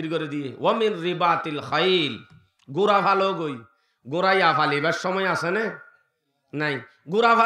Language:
Rohingya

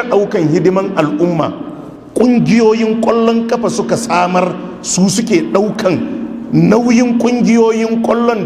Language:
Hausa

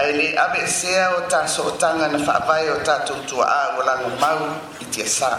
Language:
Samoan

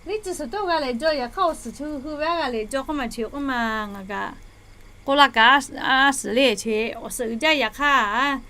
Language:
Lahu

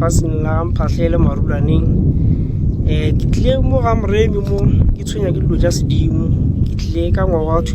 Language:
Northern Sotho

